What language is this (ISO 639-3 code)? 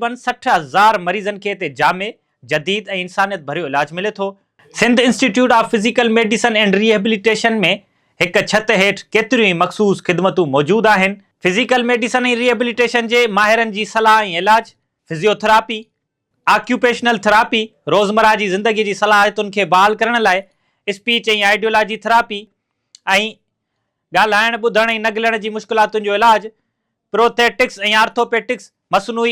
snd